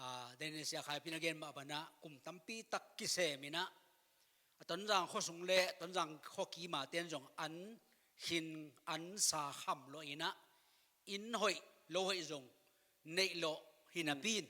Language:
Tedim Chin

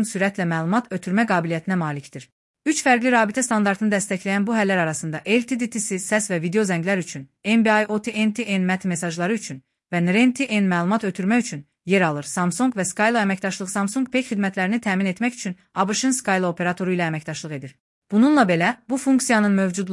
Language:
Azerbaijani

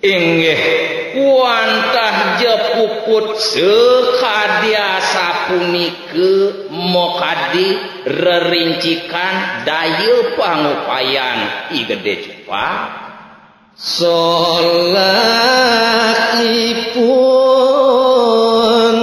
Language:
Balinese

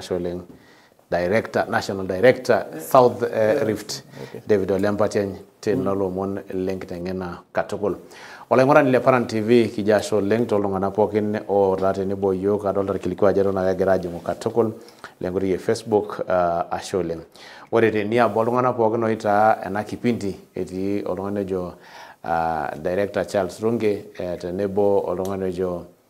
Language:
Masai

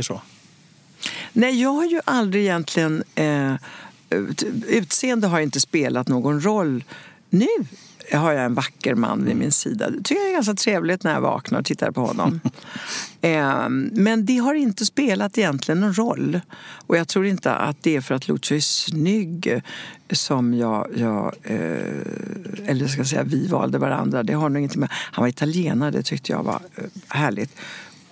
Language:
Swedish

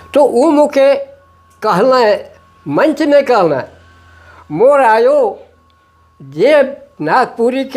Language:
Sadri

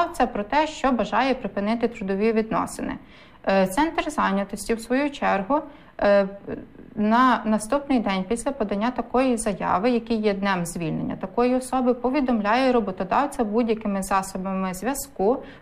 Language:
Ukrainian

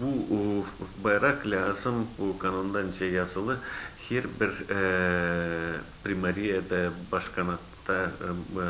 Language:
Gagauz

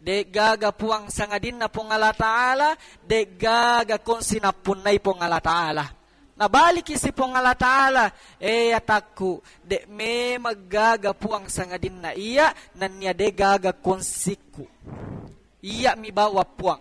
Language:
Buginese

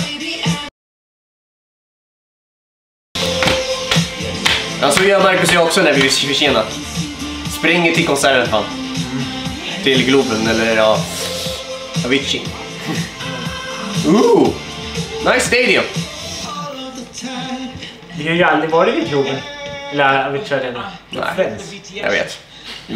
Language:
Swedish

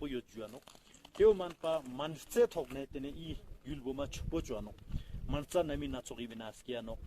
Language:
Ladakhi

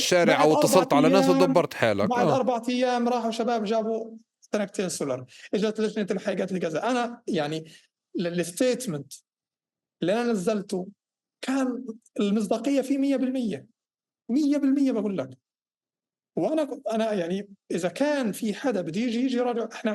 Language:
North Levantine Arabic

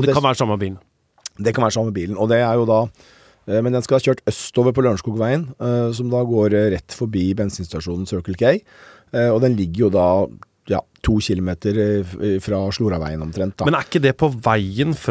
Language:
Norwegian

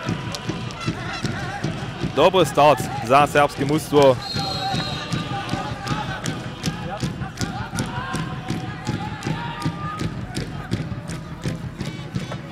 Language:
Upper Sorbian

